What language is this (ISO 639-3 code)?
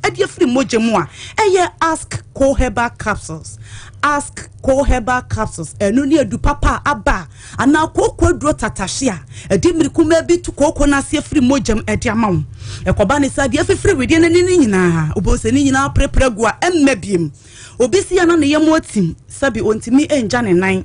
aka